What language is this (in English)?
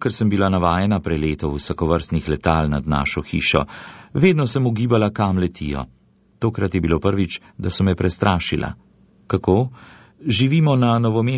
Slovenian